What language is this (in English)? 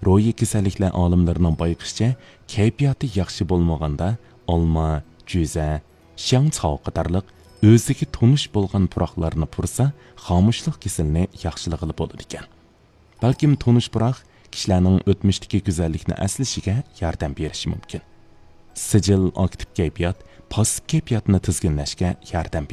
Uyghur